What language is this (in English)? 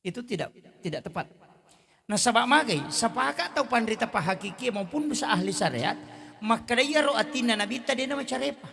Buginese